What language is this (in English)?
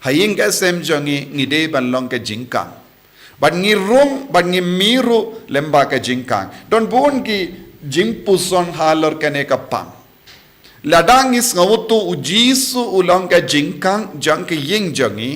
Khasi